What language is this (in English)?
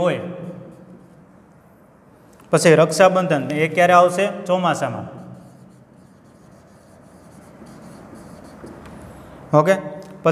Gujarati